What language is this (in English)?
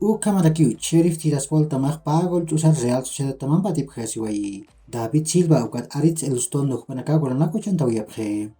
Aymara